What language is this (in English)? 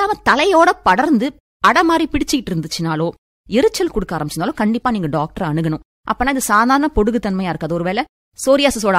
Tamil